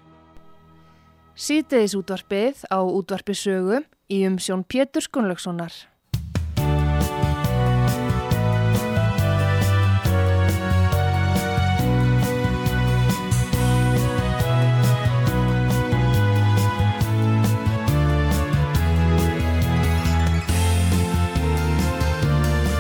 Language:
Icelandic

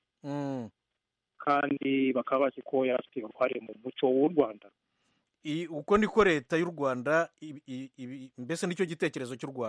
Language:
Kinyarwanda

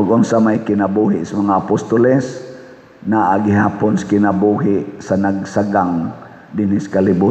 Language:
Cebuano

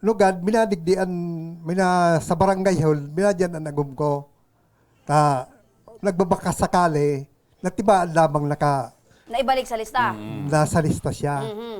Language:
Bikol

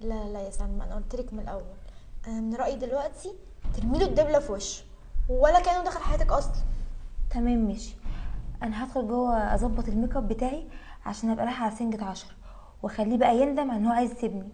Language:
Egyptian Arabic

